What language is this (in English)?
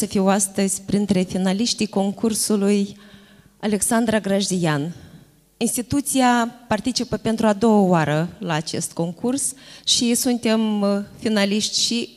Romanian